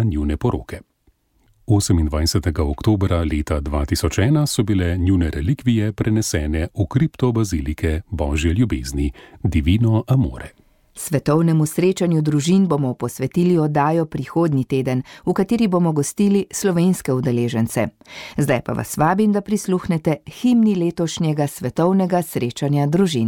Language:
Slovenian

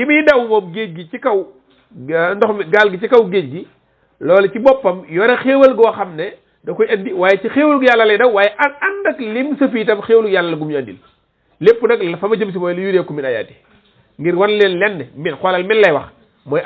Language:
Wolof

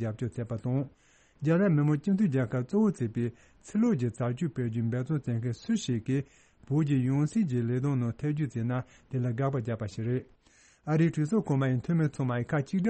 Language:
Tibetan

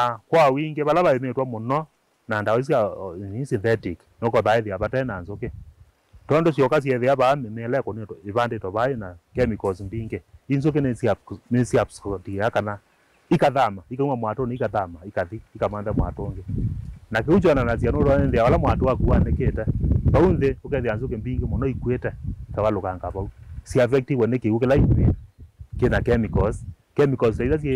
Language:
Kamba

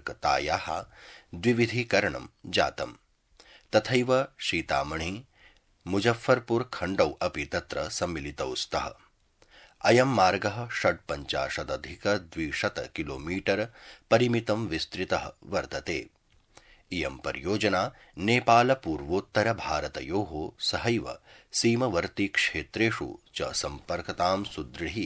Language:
Sanskrit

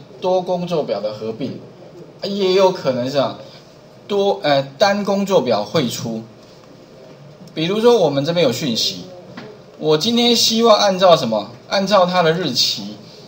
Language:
Chinese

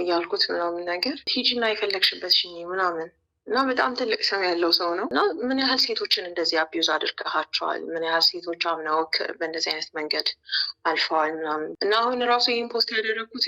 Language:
Amharic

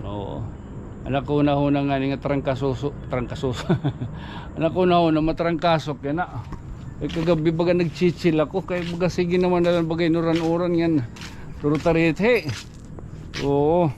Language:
Waray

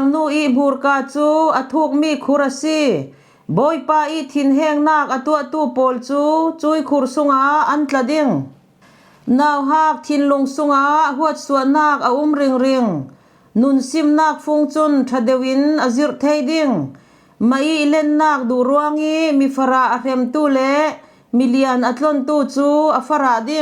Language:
Falam Chin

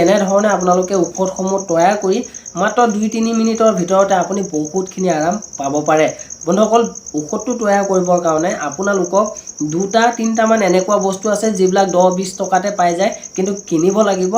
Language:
Assamese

